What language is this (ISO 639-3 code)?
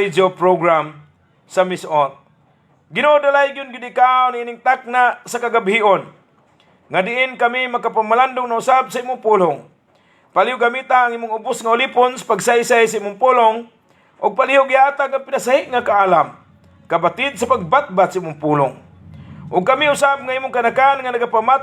ceb